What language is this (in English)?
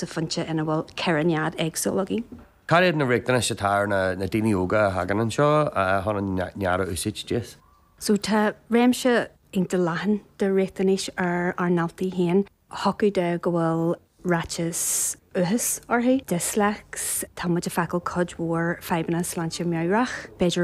Irish